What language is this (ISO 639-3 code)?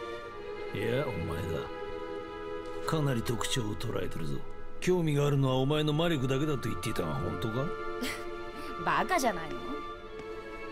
jpn